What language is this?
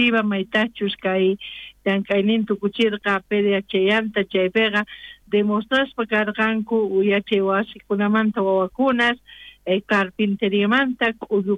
South Bolivian Quechua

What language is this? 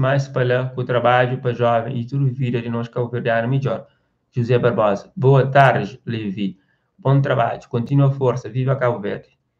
Kabuverdianu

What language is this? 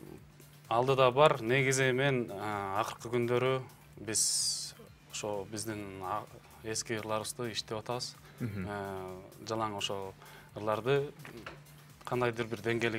Kyrgyz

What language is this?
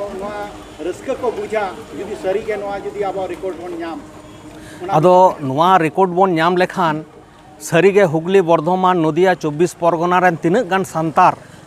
Santali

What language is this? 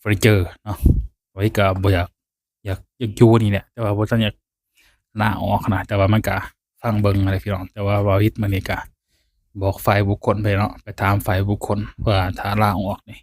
Lao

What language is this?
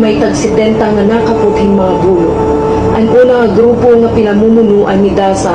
Waray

